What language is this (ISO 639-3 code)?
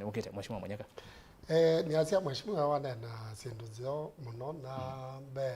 kam